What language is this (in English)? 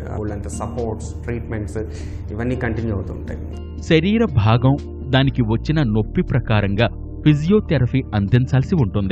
Telugu